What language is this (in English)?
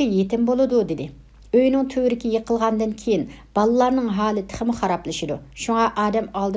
Uyghur